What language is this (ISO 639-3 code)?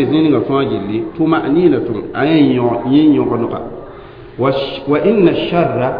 mos